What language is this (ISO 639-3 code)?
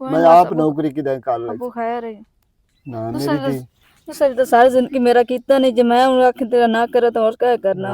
lah